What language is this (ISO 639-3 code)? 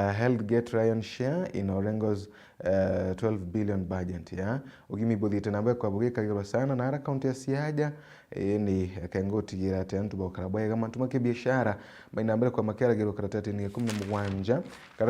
mer